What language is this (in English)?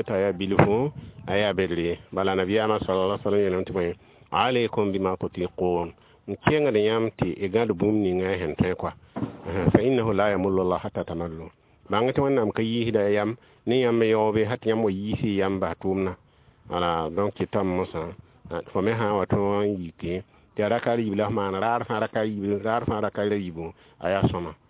Mossi